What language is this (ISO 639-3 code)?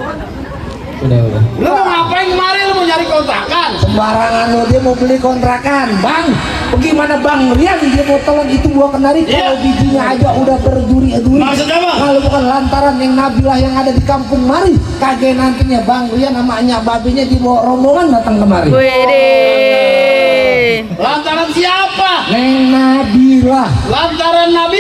bew